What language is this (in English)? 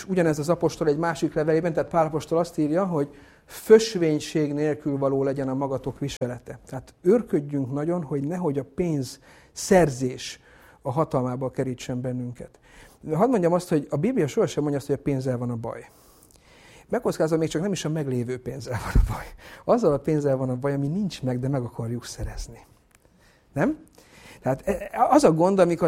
Hungarian